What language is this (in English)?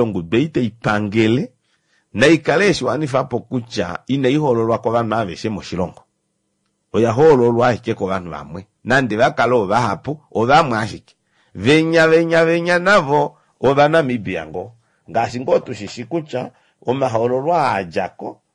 Kuanyama